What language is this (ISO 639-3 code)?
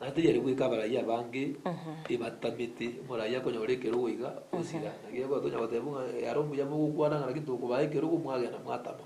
guz